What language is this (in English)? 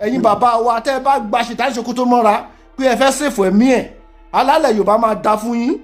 Yoruba